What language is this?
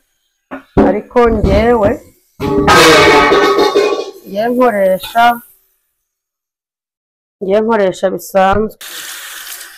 Kinyarwanda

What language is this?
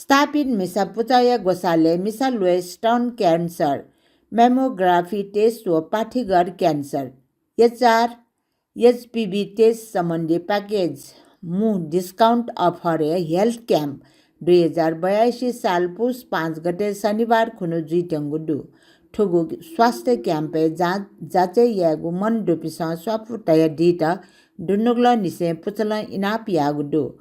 Newari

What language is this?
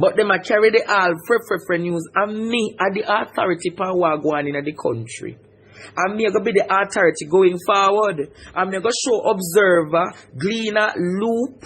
Jamaican Creole English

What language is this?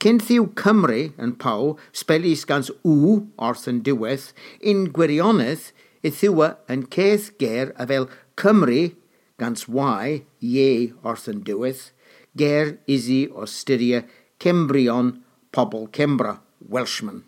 Cornish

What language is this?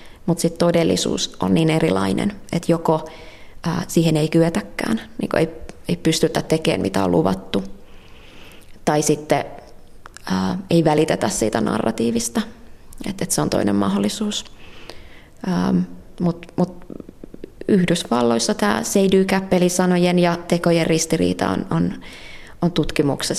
Finnish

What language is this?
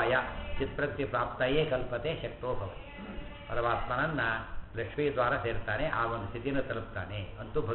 Kannada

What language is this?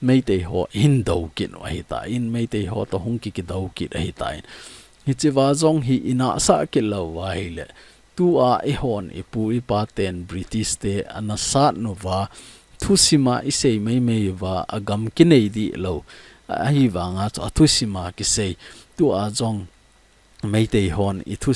Thado Chin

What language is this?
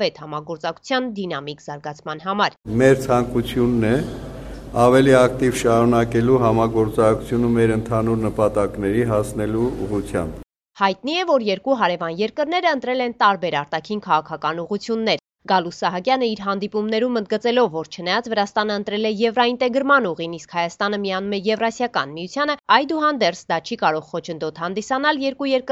Armenian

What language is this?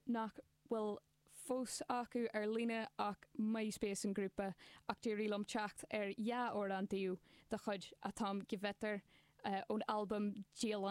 Irish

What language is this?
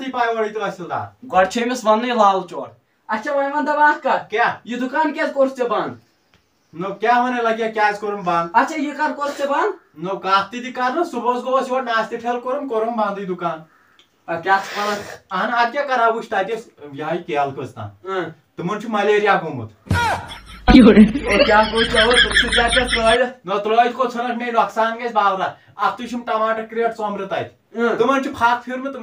Kashmiri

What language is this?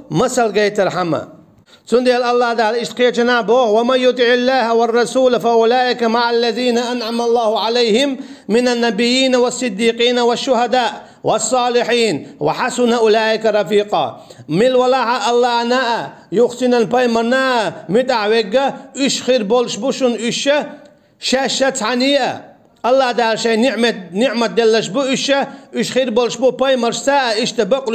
Chechen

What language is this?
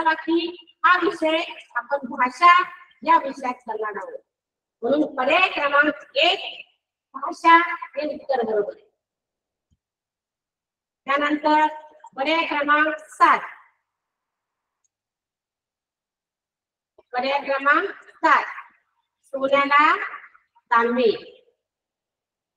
Marathi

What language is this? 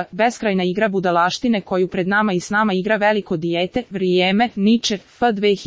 Serbian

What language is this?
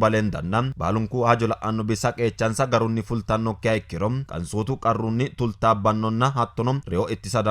Sidamo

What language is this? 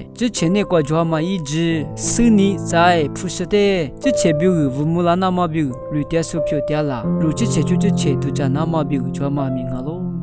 Lisu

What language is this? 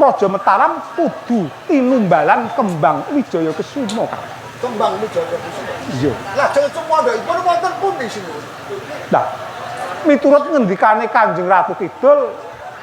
Javanese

